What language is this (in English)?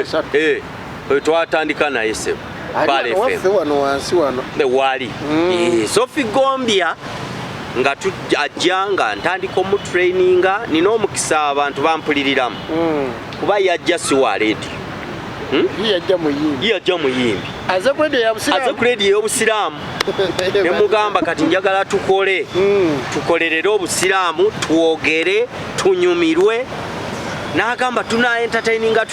Ganda